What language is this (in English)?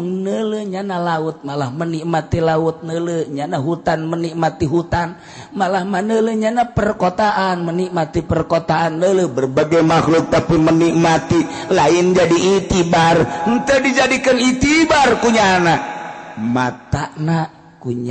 Sundanese